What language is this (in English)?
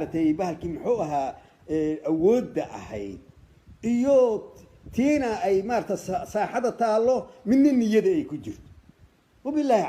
Somali